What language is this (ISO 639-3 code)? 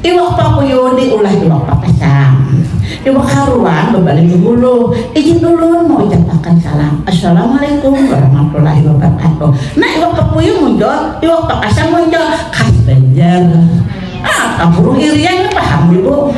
bjn